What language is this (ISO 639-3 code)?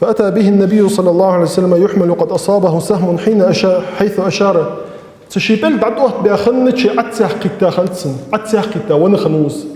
inh